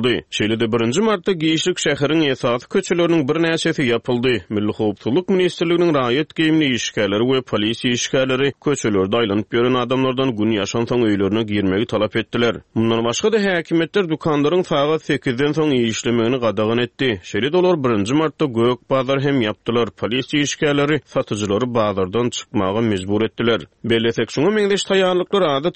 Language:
Turkmen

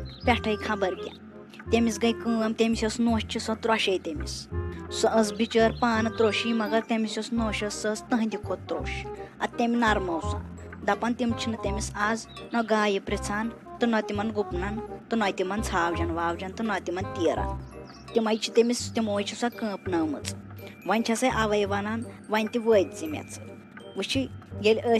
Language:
Kashmiri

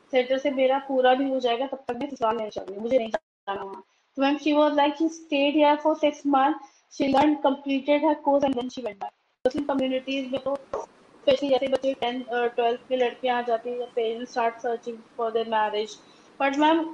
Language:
Hindi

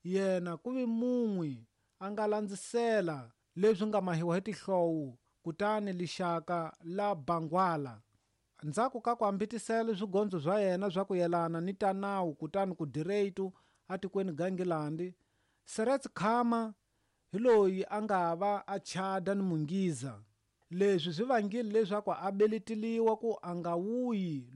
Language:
Tsonga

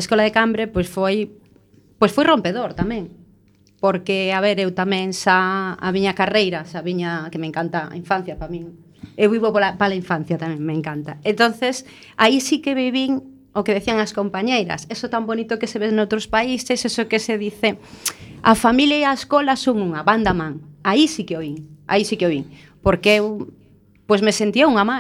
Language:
Galician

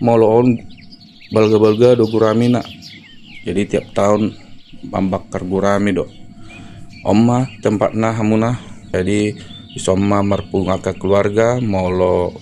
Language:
Batak Toba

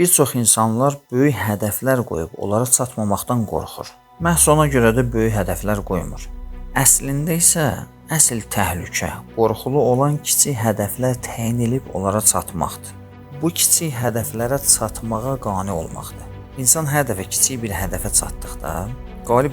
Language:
Azerbaijani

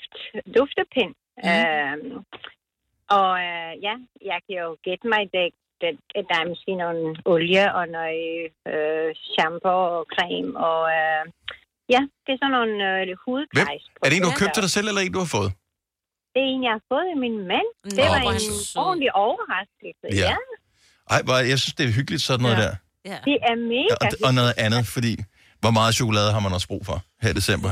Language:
Danish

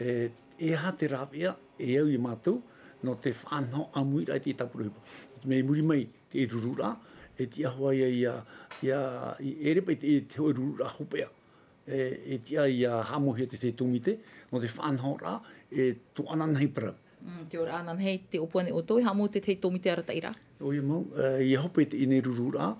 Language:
Tahitian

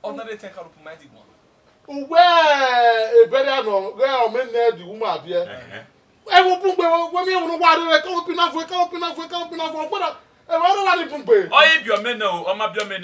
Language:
Bini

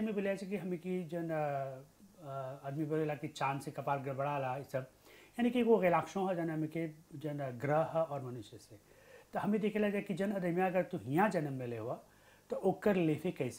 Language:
Bhojpuri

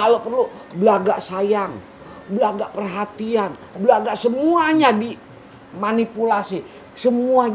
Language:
Betawi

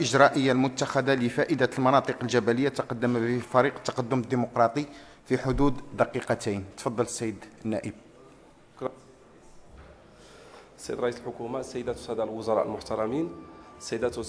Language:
Arabic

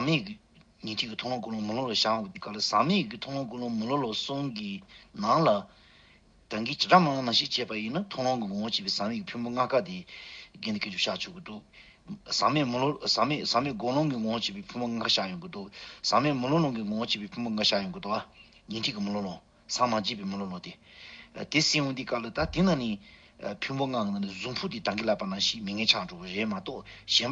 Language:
Tibetan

